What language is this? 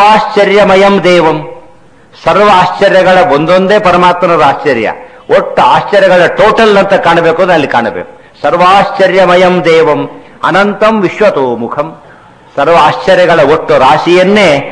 Kannada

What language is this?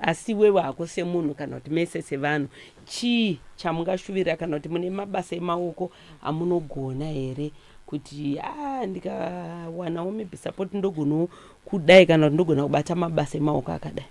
Shona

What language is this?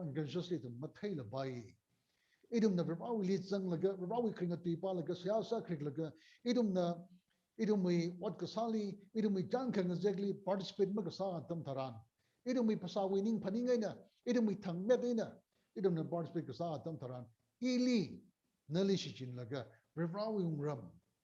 Tangkhul Naga (India)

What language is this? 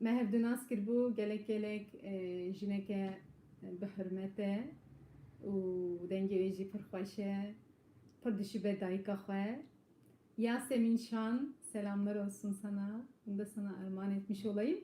Kurdish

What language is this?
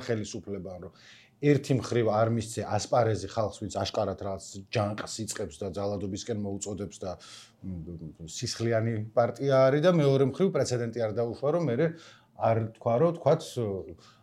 Georgian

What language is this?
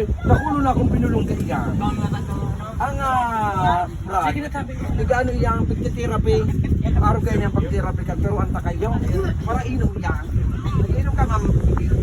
Bikol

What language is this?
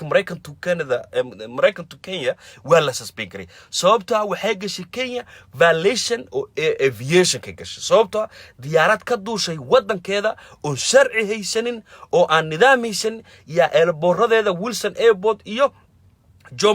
Somali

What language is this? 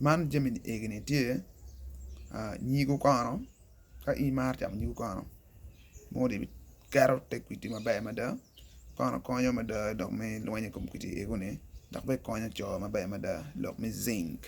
Acoli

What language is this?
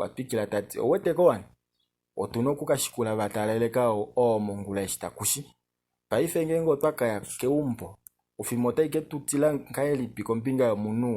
Kuanyama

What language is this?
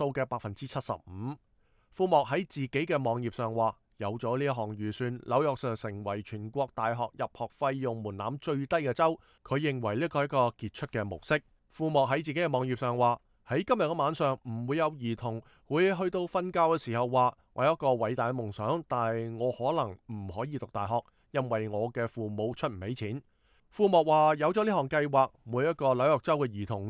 Cantonese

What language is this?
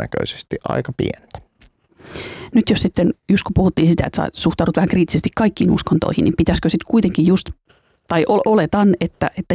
Finnish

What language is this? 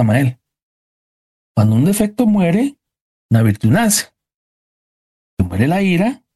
Spanish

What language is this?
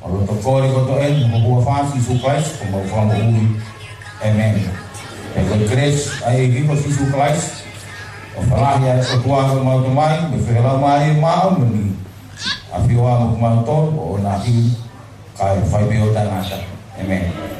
Tongan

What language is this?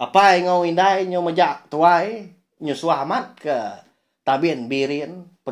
Iban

